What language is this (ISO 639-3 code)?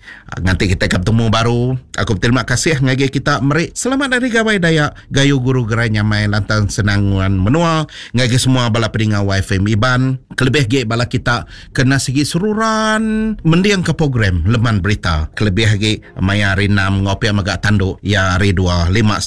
iba